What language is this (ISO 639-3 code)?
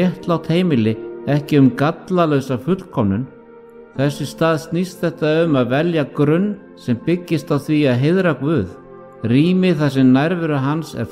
isl